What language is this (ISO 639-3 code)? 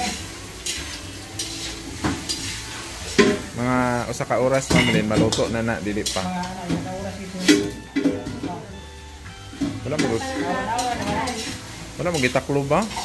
ceb